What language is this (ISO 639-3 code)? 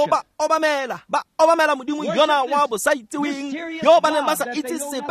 tsn